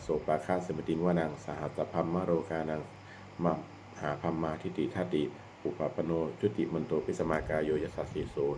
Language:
Pali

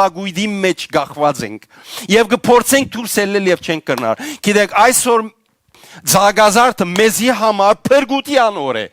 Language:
Western Armenian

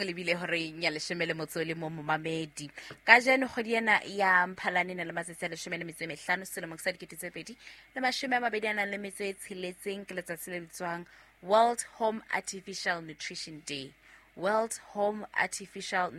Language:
Southern Sotho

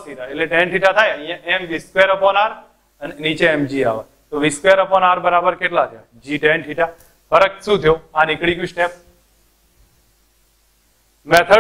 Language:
Gujarati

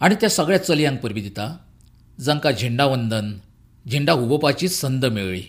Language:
Konkani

